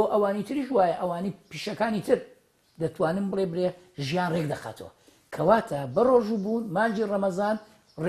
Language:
Central Kurdish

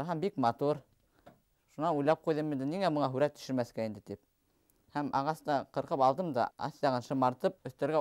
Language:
Bashkir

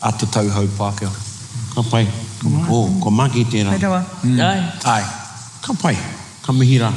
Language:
Māori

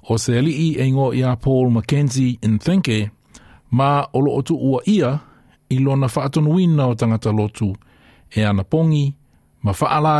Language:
Samoan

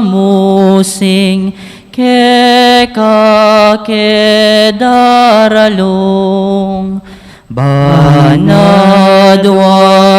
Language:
Pampanga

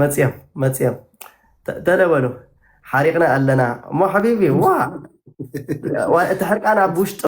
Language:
Tigrinya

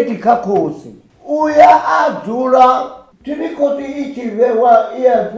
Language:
Venda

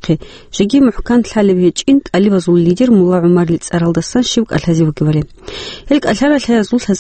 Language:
Avaric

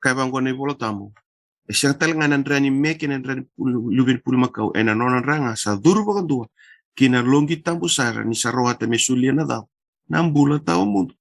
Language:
Fijian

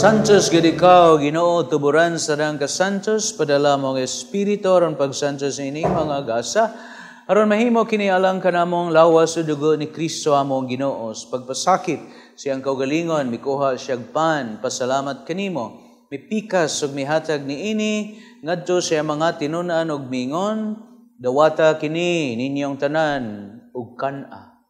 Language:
Cebuano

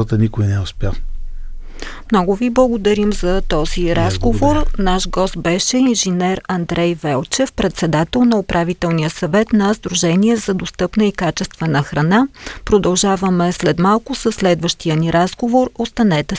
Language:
Bulgarian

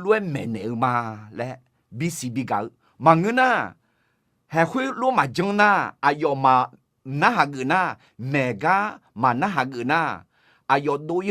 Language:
Akha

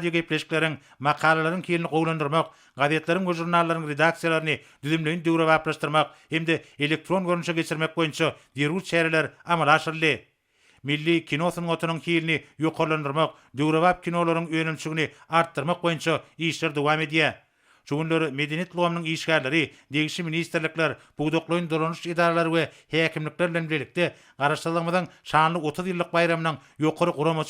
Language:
Turkmen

